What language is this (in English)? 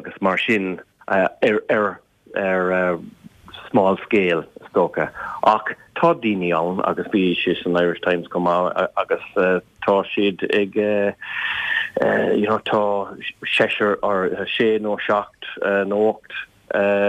Irish